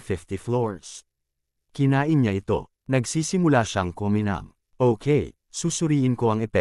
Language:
Filipino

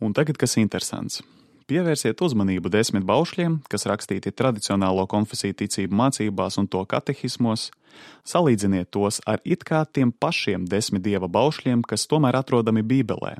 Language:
Latvian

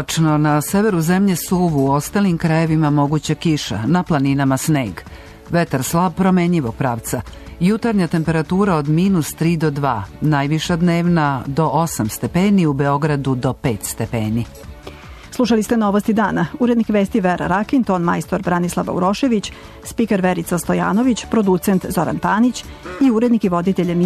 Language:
Serbian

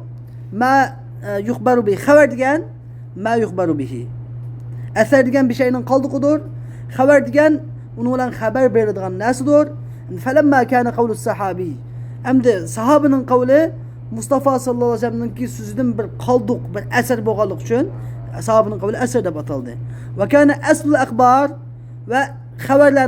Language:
Uyghur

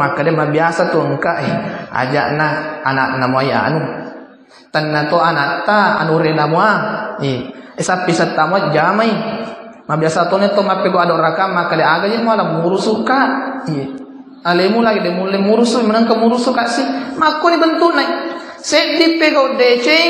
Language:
Buginese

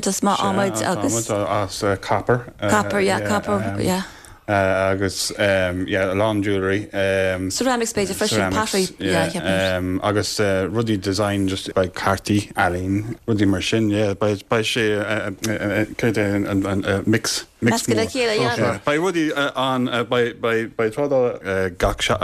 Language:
Irish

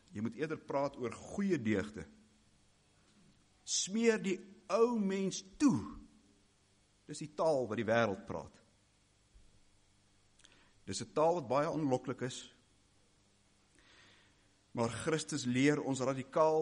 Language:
Afrikaans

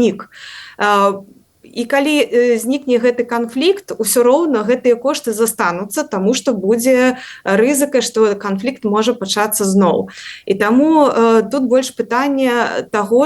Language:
Belarusian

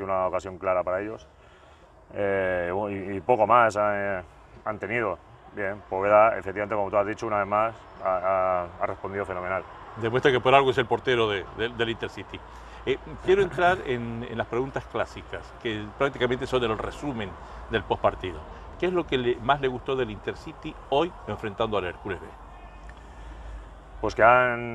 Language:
Spanish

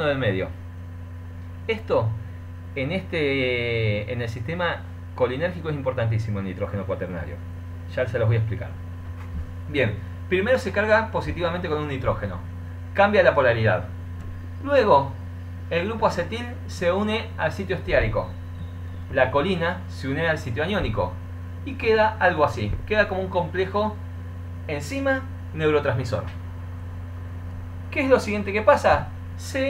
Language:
Spanish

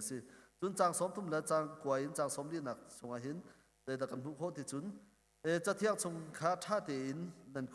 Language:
Hakha Chin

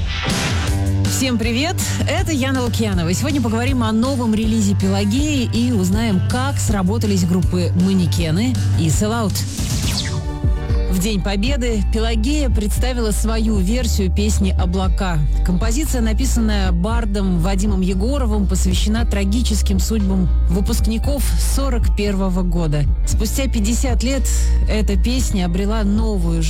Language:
Russian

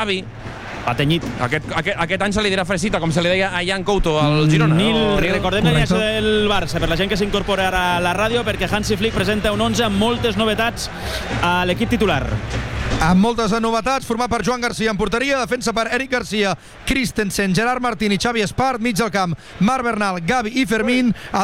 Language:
Catalan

